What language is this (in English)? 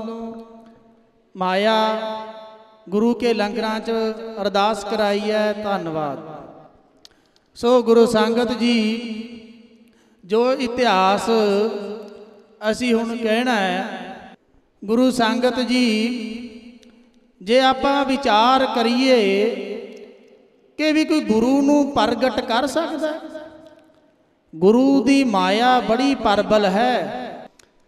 Punjabi